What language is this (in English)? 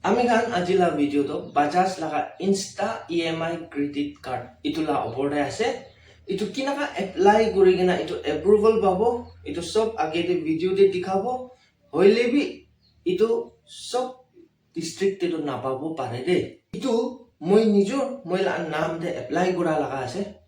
Naga Pidgin